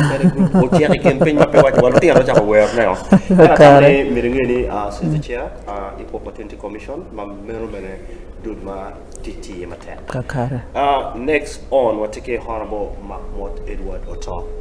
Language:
Acoli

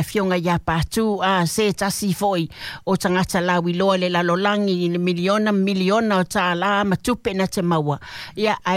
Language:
Samoan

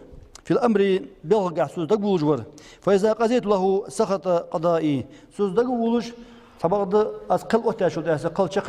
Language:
Ingush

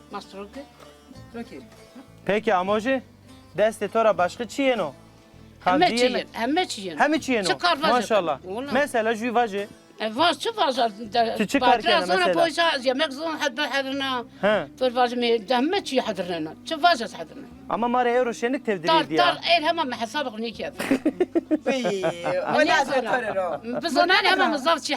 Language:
Zaza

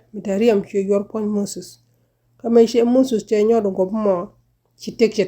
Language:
Nuer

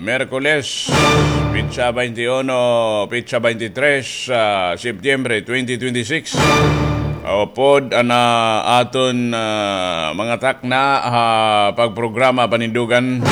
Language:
Waray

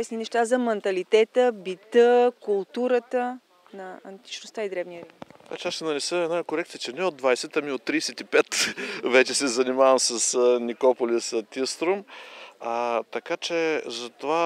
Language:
Bulgarian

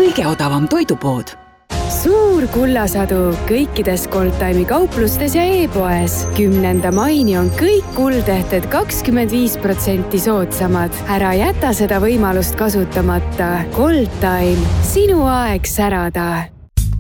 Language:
Estonian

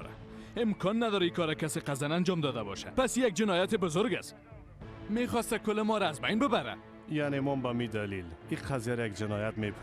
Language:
Persian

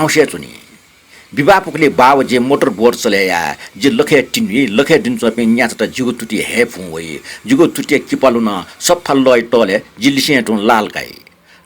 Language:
Newari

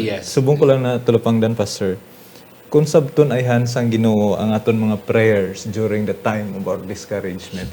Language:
Hiligaynon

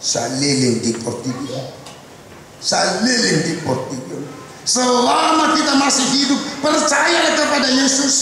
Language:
Batak Toba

